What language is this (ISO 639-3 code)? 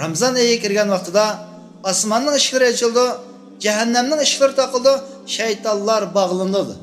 uig